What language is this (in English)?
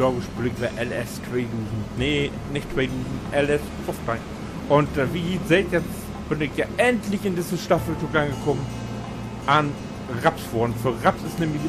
Low German